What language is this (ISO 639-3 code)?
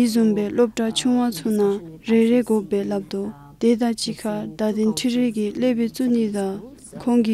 dzo